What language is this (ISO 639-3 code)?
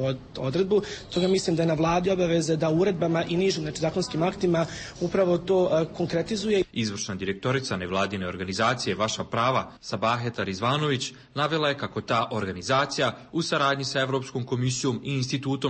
bos